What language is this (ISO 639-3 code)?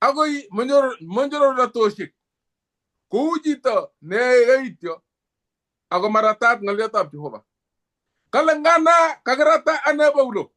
kln